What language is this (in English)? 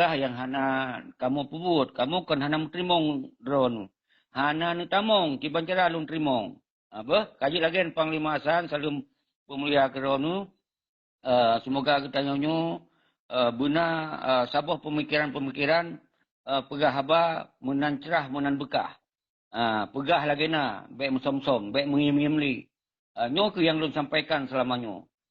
Achinese